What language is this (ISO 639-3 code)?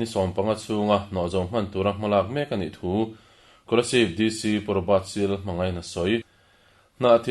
lus